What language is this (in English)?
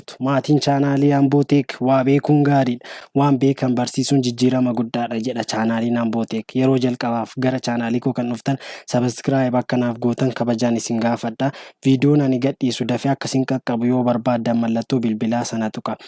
Oromo